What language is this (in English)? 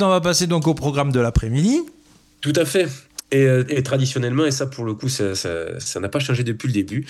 French